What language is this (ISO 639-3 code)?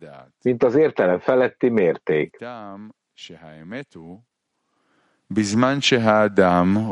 hun